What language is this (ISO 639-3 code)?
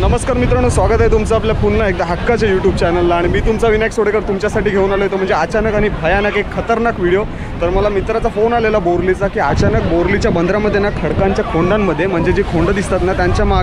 mar